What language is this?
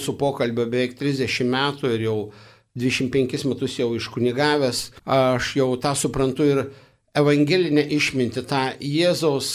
Lithuanian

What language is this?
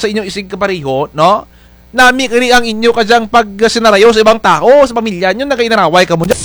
Kinaray-a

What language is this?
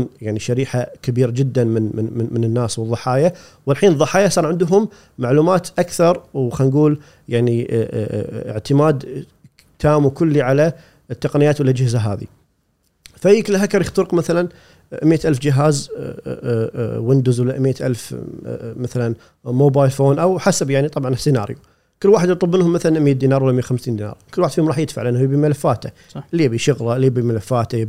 Gulf Arabic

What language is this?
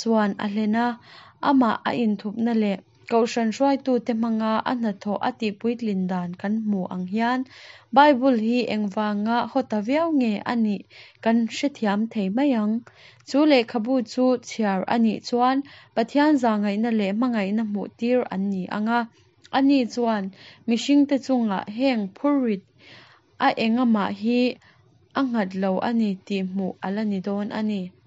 Mizo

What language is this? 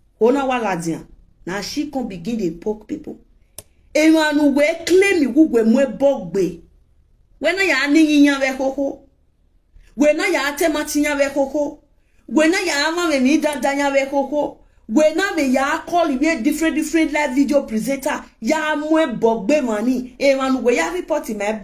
Nigerian Pidgin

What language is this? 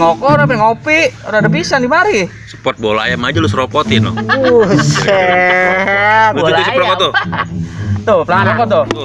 Betawi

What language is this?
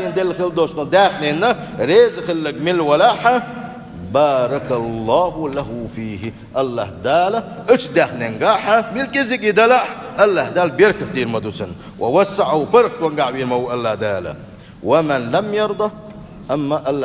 Chechen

